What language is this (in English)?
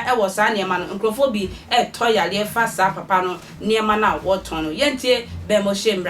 Akan